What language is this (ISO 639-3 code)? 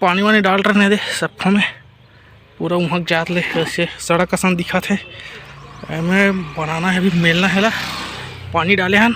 hne